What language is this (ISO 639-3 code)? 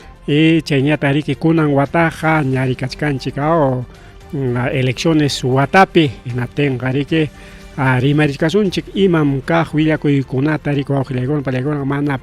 quy